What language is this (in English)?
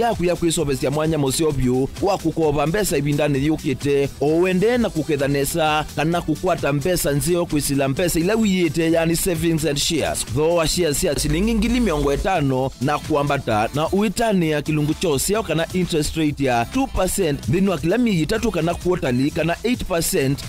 Kamba